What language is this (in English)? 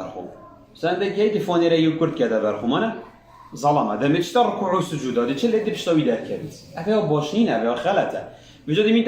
Kurdish